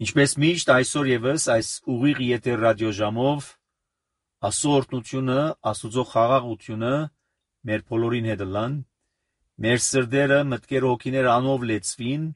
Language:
Armenian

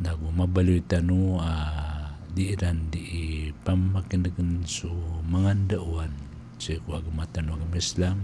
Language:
Maranao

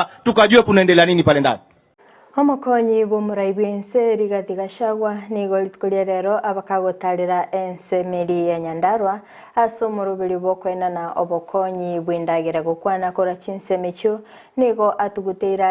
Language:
Gusii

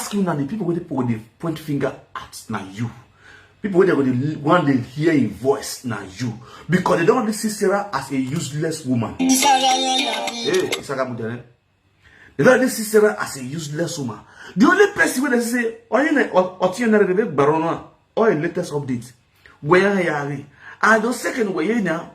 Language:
Nigerian Pidgin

